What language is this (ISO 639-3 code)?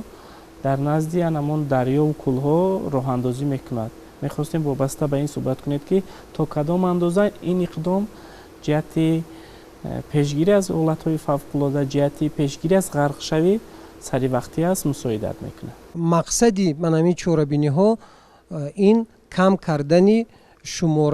tgk